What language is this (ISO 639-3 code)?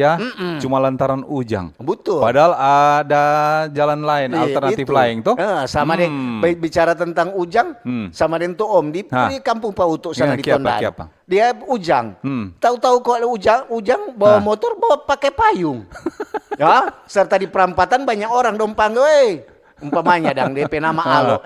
xmm